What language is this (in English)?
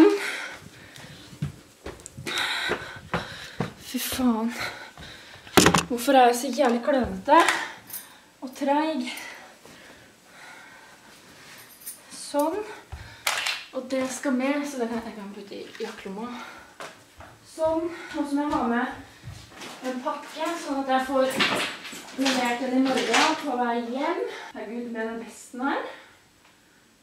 Norwegian